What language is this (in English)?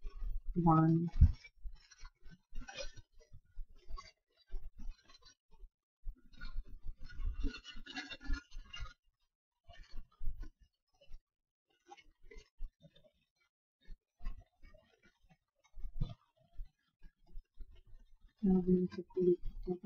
Croatian